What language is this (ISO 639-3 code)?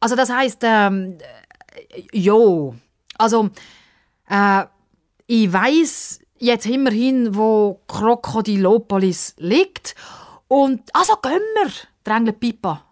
gsw